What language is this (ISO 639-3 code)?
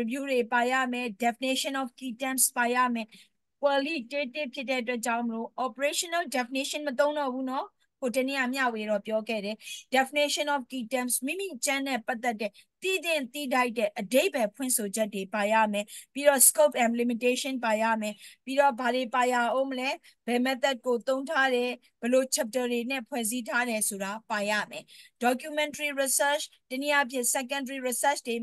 mya